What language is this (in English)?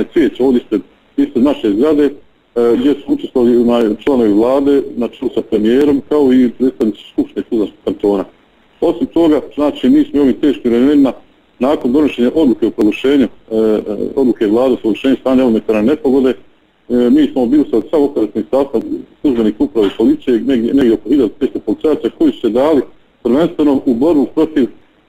Bosnian